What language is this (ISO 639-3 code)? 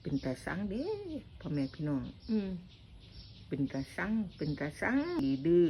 tts